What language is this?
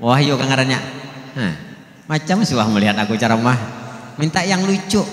Banjar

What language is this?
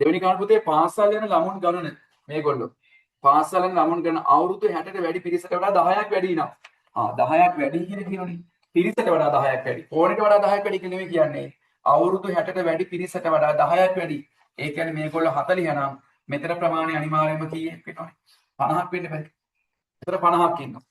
Sinhala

